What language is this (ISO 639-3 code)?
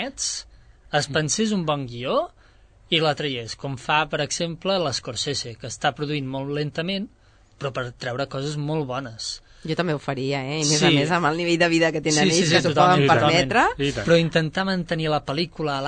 cat